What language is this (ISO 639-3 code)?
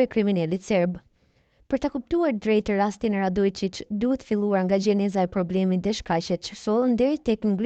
sqi